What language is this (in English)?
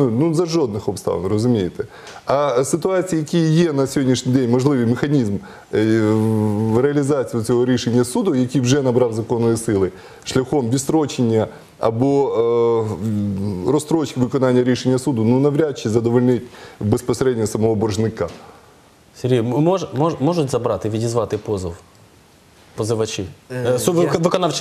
Ukrainian